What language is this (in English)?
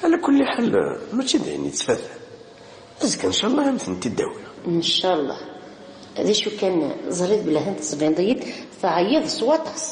Kabyle